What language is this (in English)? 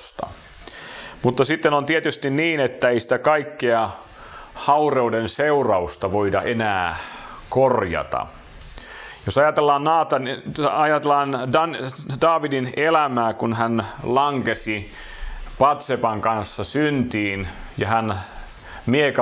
Finnish